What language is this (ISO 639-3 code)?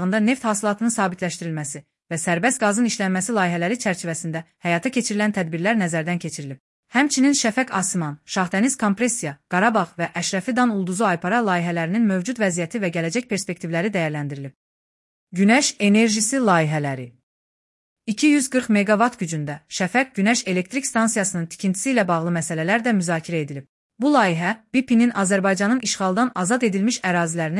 aze